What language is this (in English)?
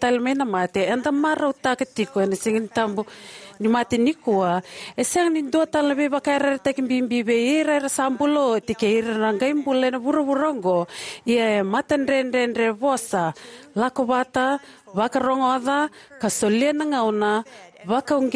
Fijian